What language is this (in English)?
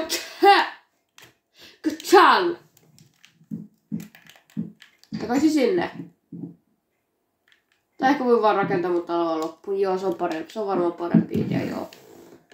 Finnish